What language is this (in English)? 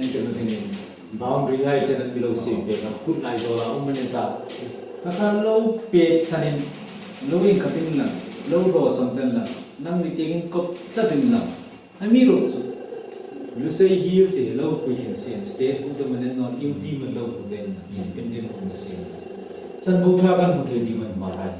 Mizo